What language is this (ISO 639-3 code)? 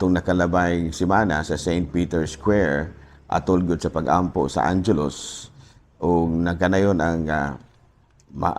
ceb